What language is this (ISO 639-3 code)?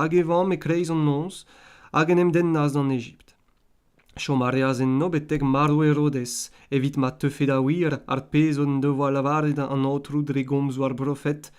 bre